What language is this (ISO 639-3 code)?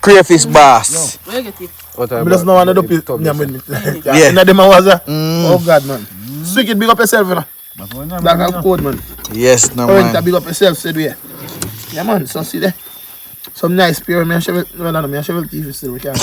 jam